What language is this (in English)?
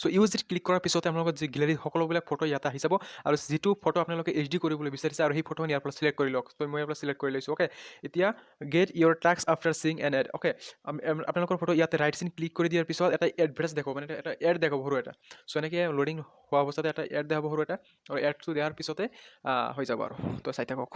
Assamese